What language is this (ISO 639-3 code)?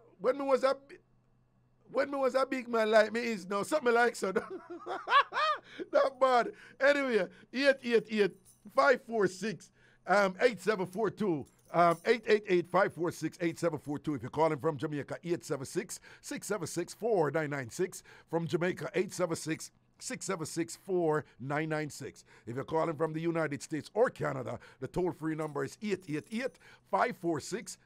jam